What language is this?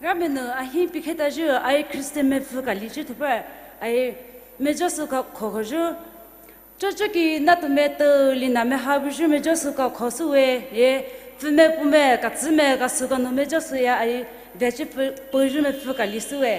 Poumei Naga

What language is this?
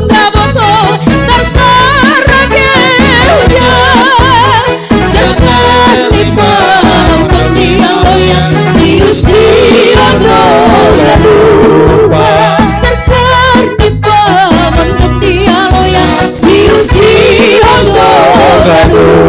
Batak Simalungun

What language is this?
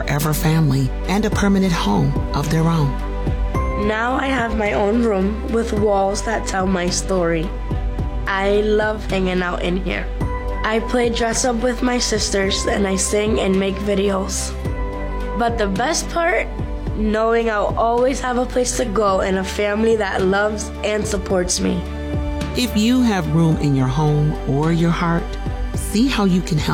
English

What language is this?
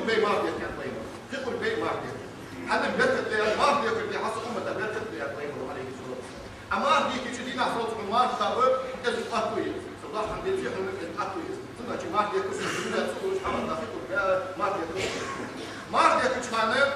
Ingush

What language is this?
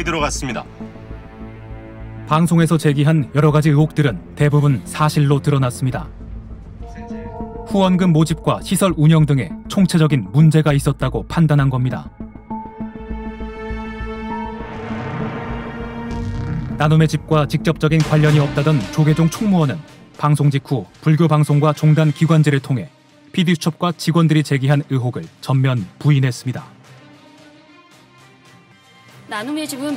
Korean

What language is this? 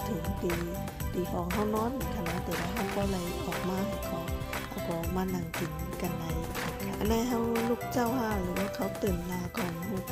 Shan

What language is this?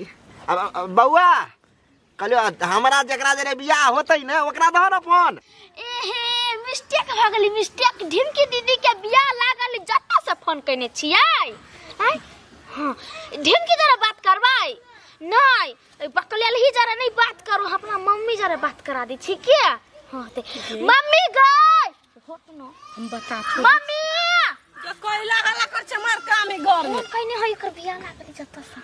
Maithili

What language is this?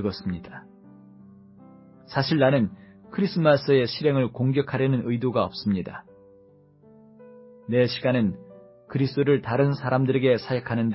Korean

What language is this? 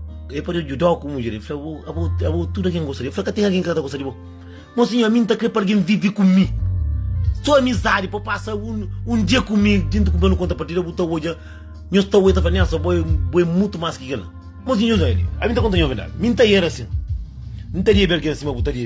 Kabuverdianu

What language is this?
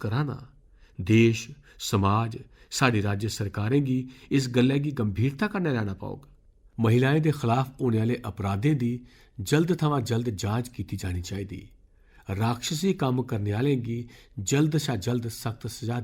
Dogri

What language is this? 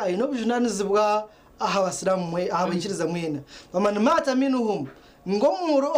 Nyankole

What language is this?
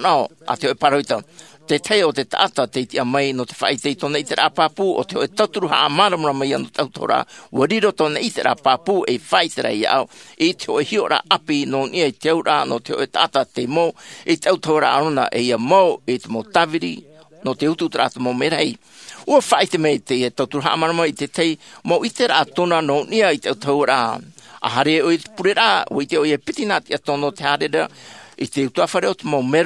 Tahitian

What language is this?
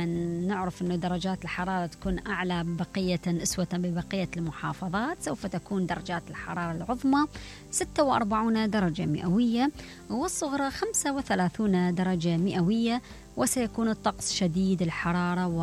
Mesopotamian Arabic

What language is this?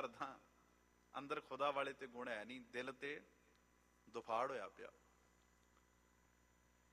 Punjabi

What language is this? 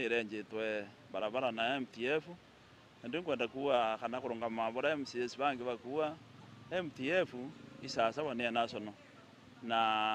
Meru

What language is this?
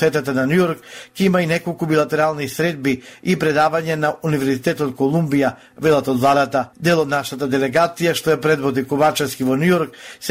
Macedonian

